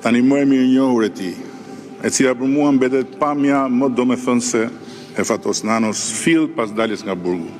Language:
Albanian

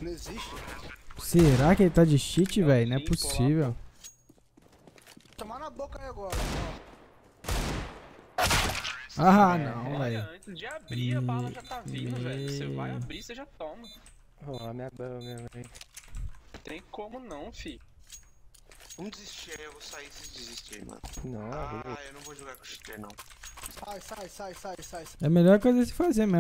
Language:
Portuguese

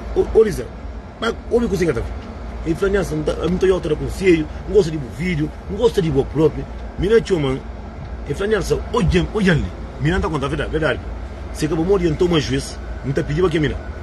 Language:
Kabuverdianu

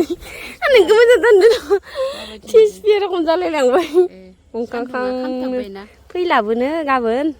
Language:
Bodo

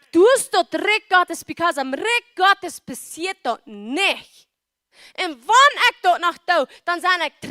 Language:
Plautdietsch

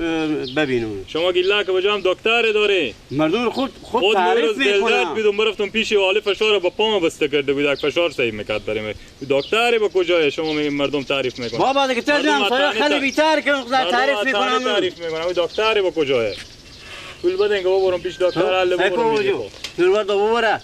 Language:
Persian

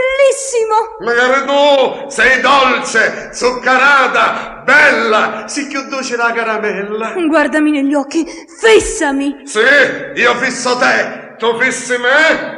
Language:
Sicilian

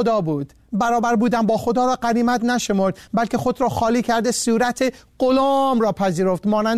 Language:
Persian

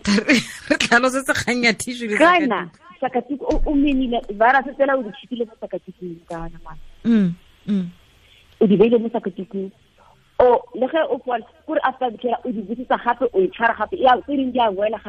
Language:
Tswana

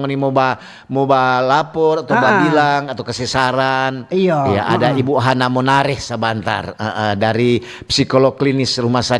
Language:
Manado Malay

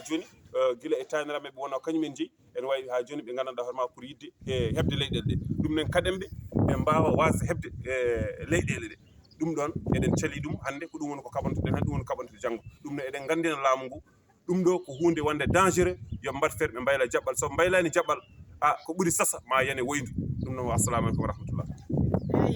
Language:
Fula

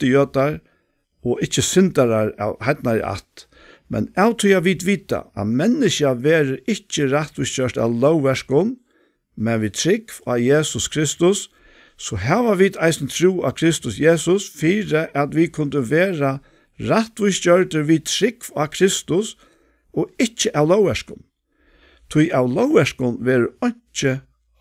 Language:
Faroese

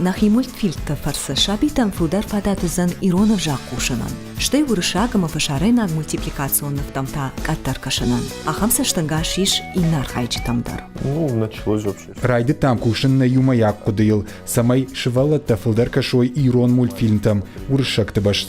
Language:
Ossetic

